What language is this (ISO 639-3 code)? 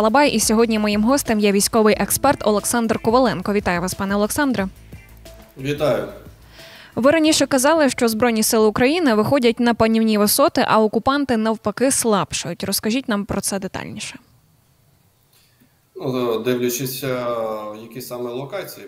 ukr